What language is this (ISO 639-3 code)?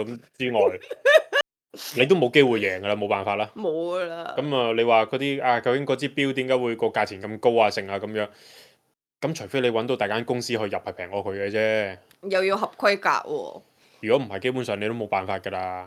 yue